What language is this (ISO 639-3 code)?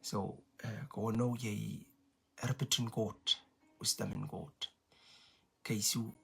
pon